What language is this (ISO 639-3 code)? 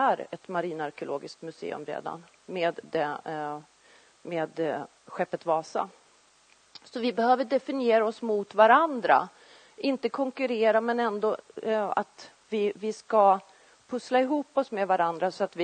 swe